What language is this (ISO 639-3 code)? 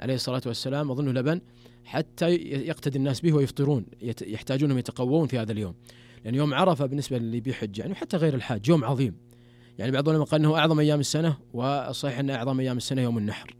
ars